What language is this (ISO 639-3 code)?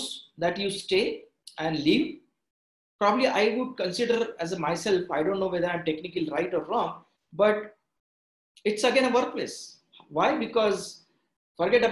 eng